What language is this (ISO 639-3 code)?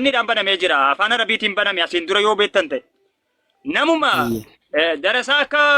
orm